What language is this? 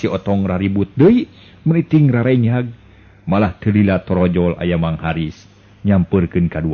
Sundanese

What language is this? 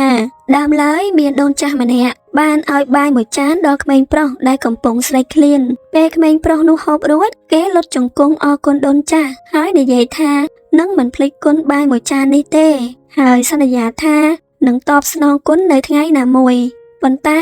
Khmer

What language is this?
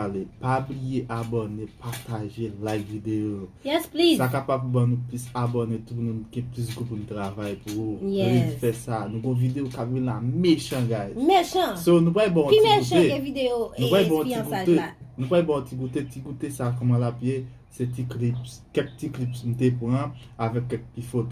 Haitian Creole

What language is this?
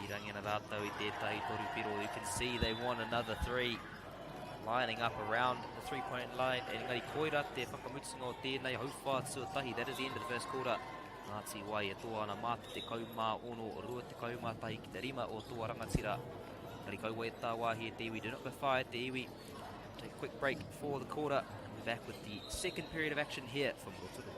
Māori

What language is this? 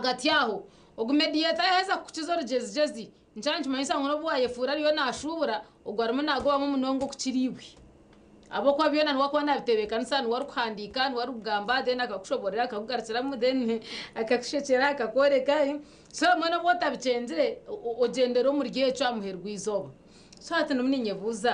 Nyankole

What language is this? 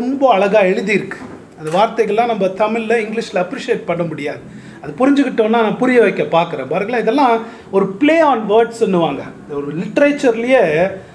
Tamil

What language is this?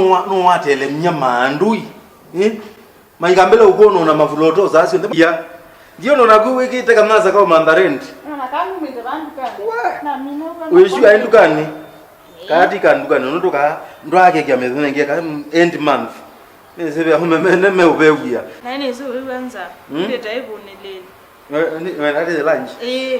Kamba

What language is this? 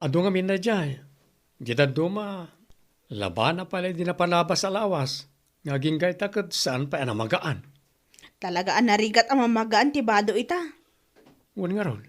Iloko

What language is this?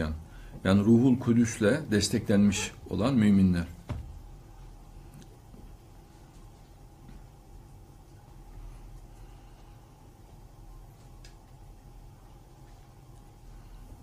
Turkish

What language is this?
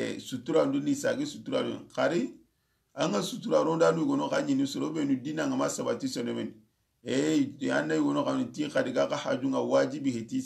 Soninke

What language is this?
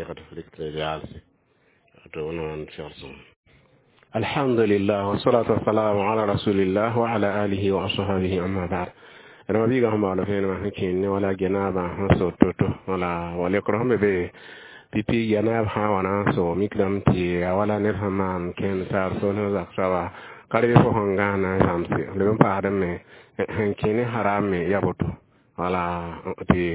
Mossi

